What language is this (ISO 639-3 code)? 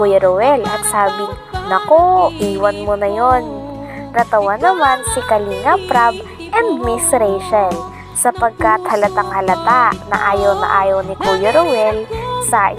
fil